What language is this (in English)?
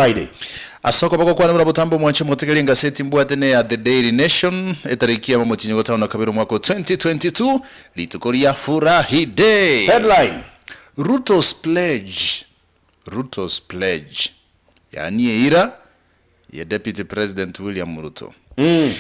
Gusii